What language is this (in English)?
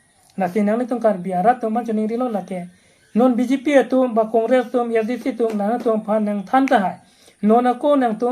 Karbi